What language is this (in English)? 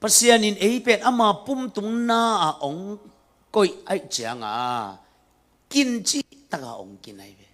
Tedim Chin